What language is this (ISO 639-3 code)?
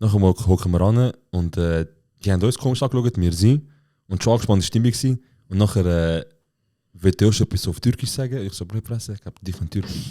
gsw